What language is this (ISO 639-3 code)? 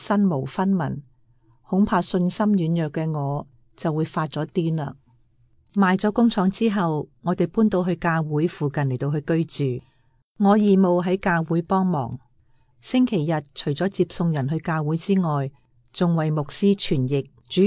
yue